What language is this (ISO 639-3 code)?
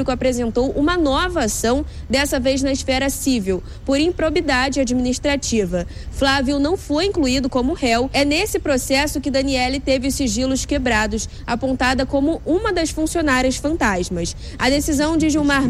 por